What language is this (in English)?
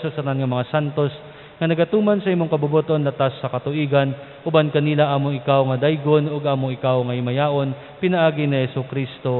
Cebuano